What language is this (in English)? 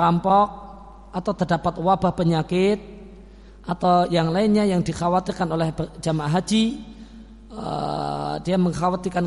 Indonesian